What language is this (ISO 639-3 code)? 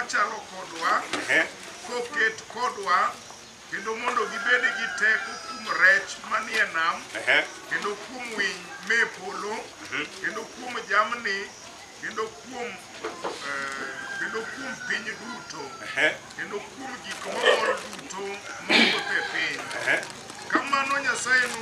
luo